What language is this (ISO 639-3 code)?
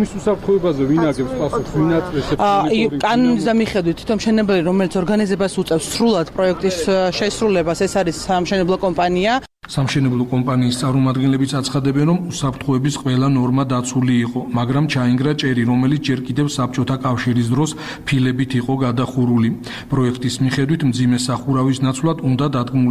kat